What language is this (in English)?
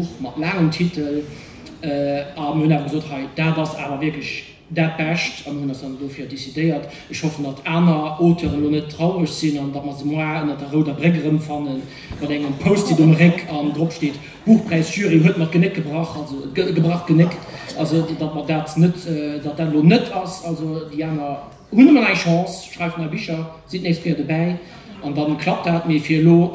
Luxembourgish